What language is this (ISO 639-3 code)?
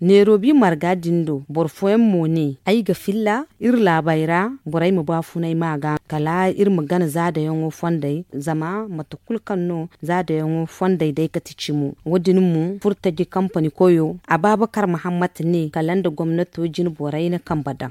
dje